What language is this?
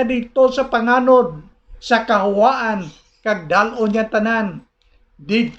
Hiligaynon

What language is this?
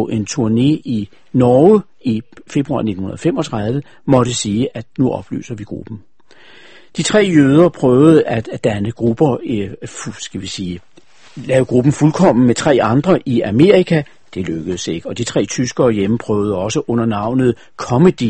Danish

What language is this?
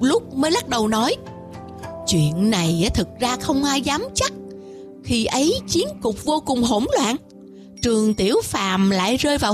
Vietnamese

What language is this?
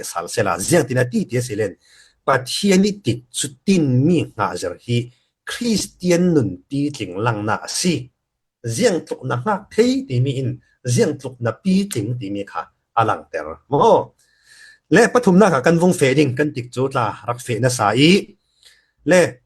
Falam Chin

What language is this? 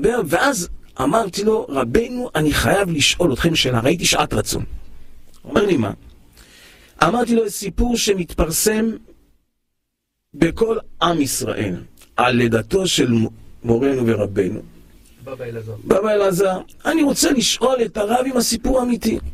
Hebrew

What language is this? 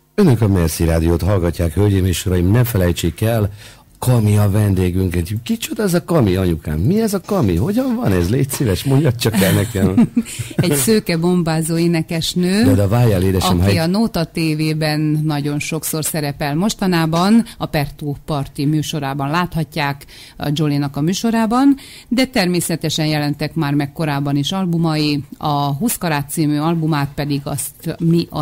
Hungarian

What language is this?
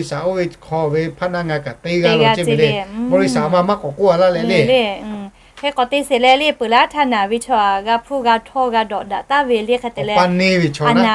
Lahu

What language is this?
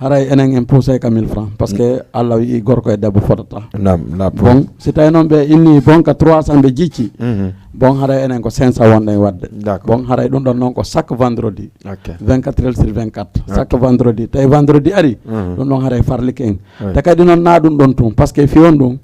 Fula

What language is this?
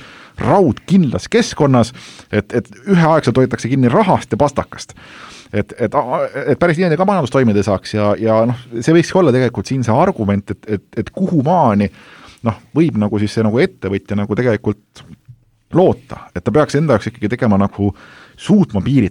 Estonian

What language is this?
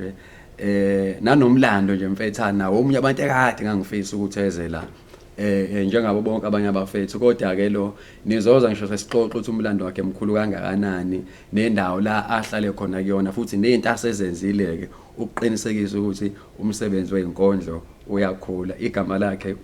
Zulu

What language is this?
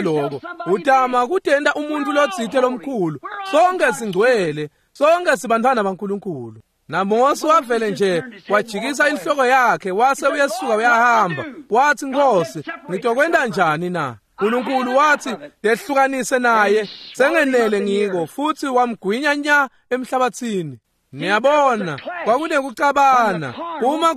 Swati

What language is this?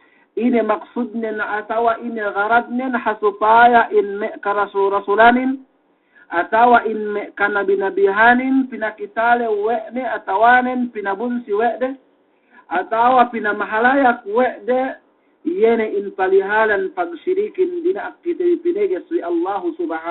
Yakan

